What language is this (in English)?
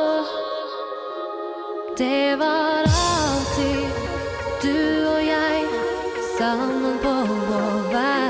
Norwegian